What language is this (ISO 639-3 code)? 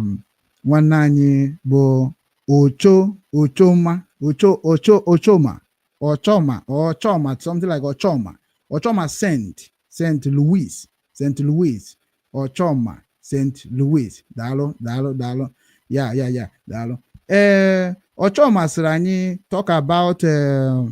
ibo